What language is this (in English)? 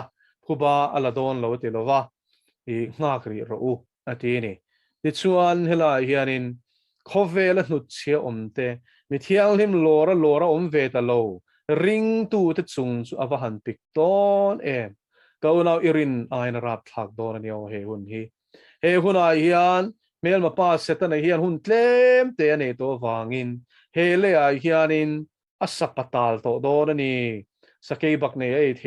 Mizo